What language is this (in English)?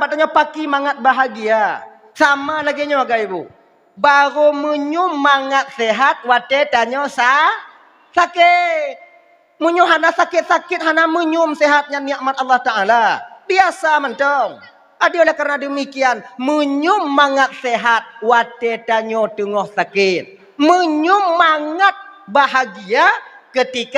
Achinese